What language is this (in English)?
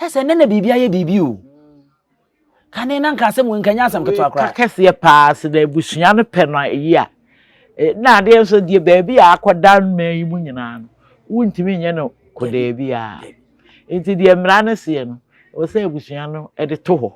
Akan